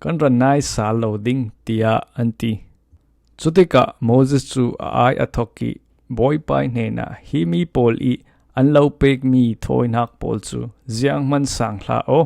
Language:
Falam Chin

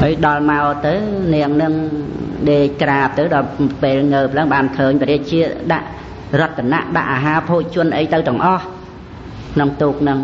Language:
Khmer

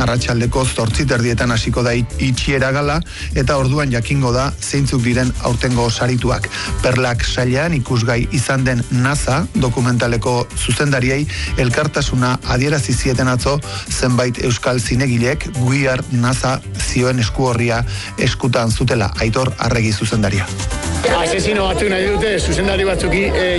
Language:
Basque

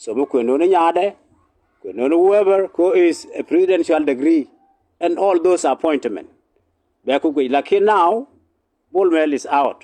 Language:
Nuer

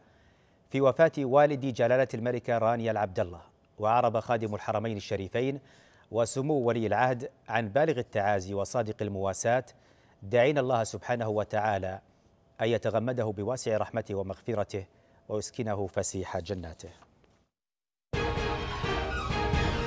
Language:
Arabic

